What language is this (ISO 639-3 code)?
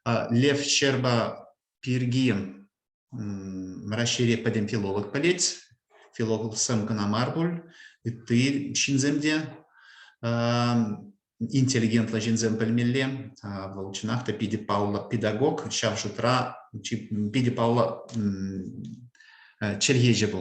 chv